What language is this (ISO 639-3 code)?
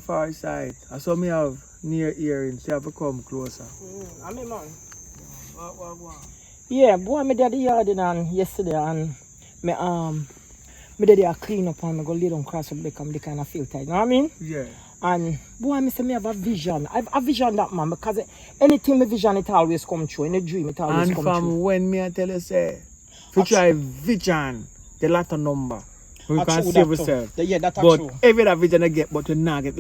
jam